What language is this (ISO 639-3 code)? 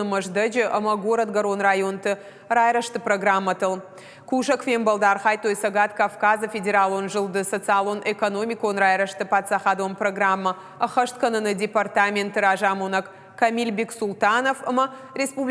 oss